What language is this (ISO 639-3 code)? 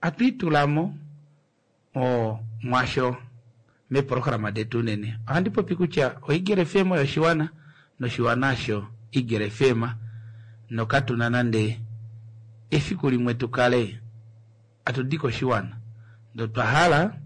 kua